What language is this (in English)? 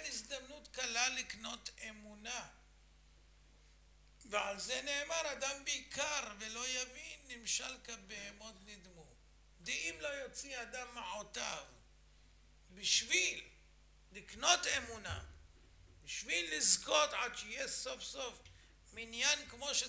Hebrew